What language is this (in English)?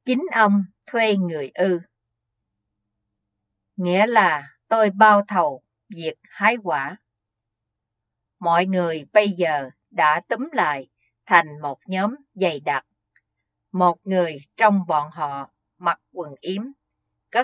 Vietnamese